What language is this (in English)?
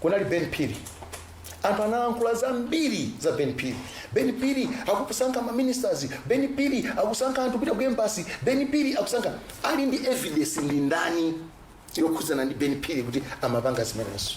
Nyanja